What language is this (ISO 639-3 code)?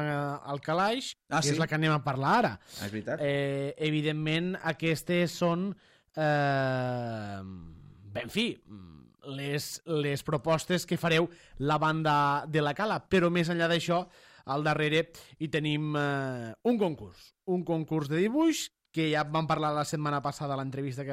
cat